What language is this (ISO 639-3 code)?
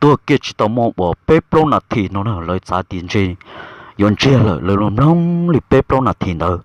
hmn